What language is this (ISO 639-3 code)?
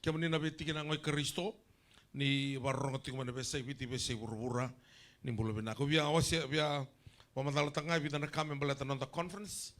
fij